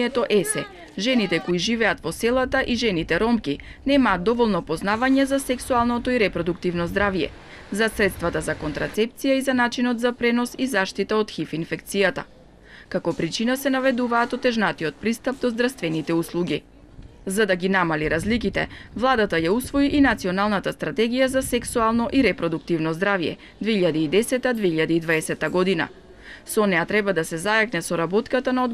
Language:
Macedonian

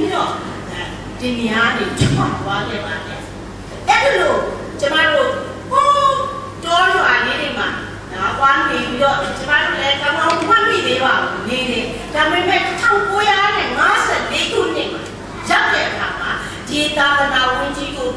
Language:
Burmese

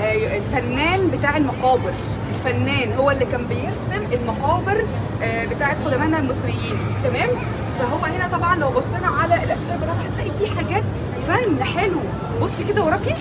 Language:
Egyptian Arabic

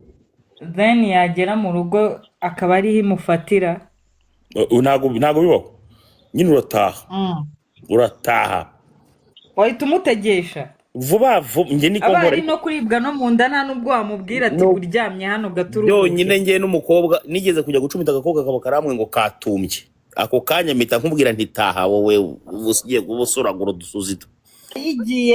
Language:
Kinyarwanda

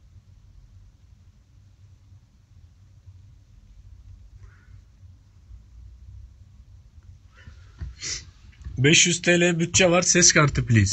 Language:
Turkish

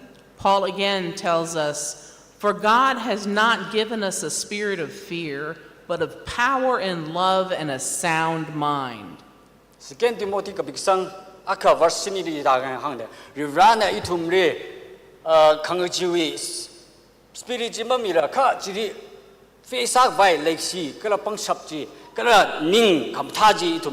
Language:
Tangkhul Naga (India)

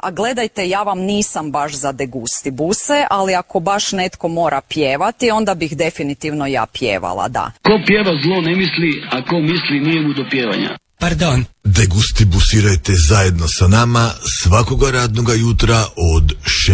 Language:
Croatian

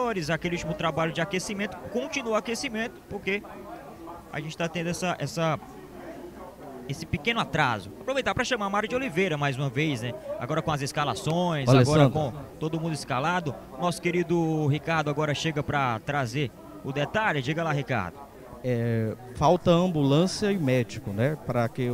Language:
Portuguese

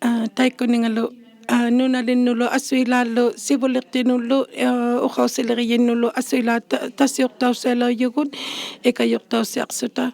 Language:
Inuktitut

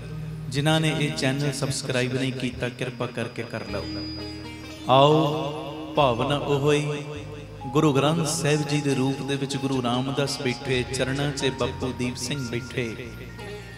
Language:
Punjabi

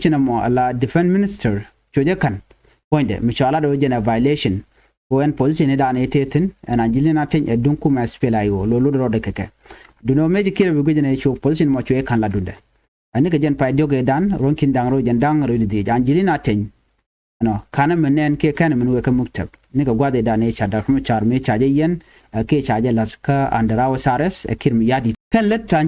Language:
Nuer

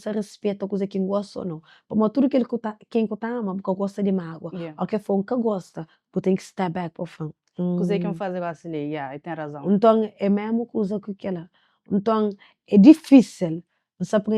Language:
Kabuverdianu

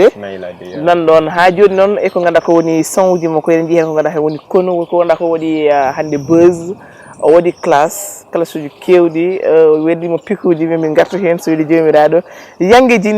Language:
Fula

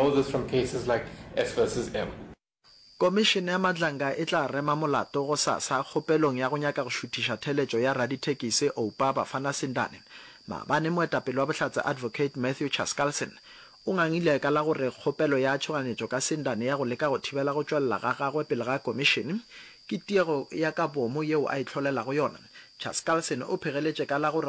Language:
Northern Sotho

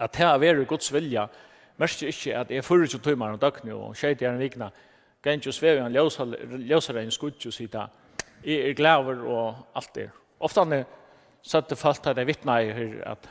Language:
Faroese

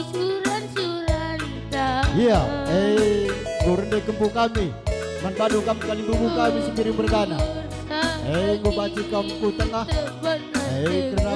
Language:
Batak Karo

